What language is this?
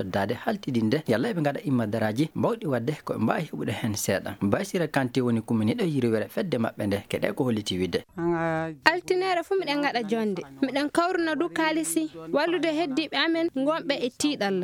Fula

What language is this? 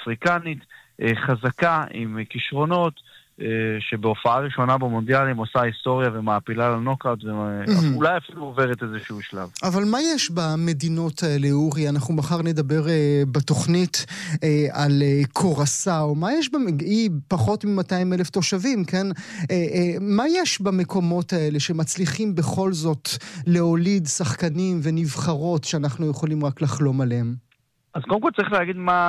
Hebrew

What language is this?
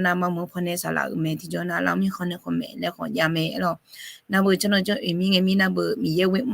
Akha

